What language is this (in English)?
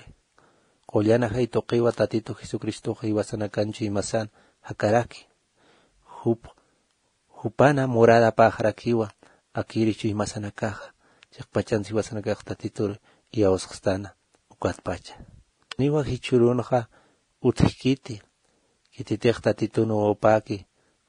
Aymara